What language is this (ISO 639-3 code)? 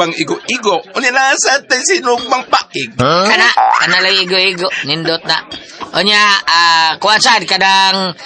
ceb